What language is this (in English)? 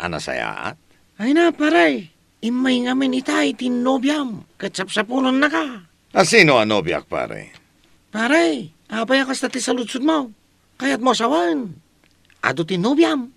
Iloko